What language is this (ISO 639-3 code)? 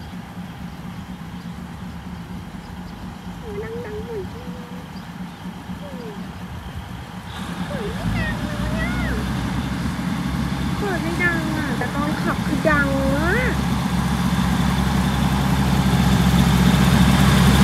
tha